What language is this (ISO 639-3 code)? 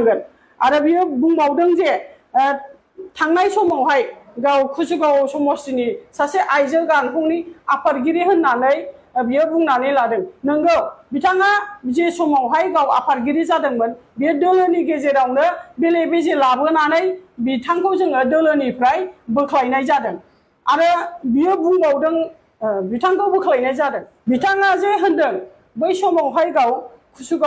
brx